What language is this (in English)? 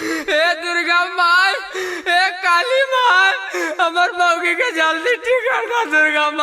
Magahi